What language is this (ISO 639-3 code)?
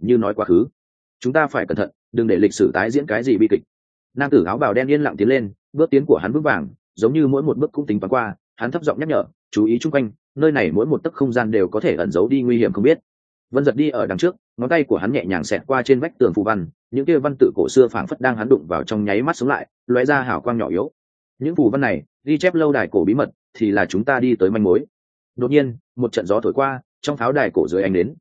vie